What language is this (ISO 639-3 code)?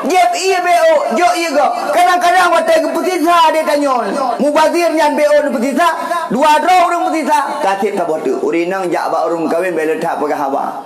ace